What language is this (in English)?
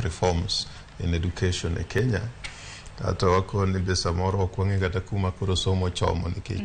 Luo (Kenya and Tanzania)